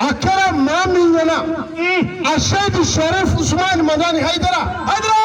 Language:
Bambara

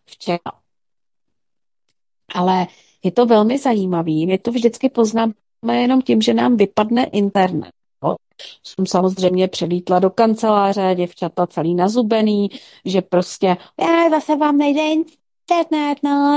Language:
Czech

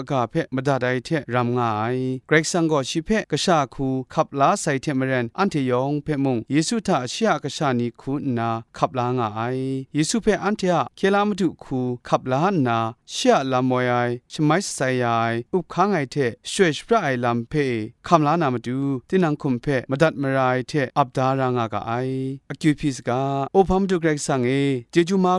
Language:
Kachin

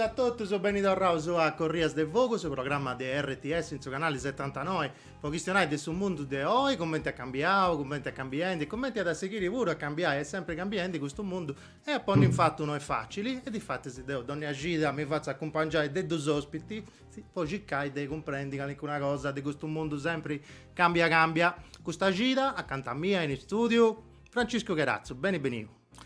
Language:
Sardinian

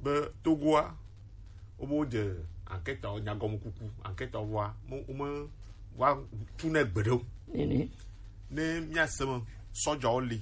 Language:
Gen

